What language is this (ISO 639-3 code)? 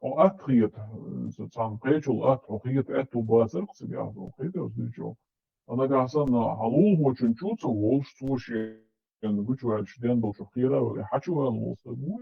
che